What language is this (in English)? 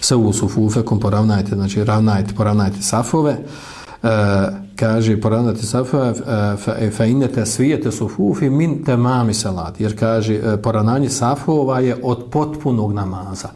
Bosnian